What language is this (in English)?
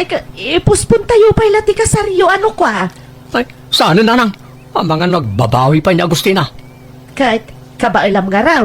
Iloko